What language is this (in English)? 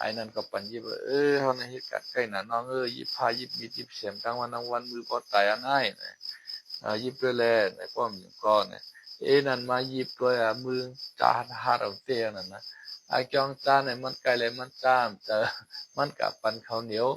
Shan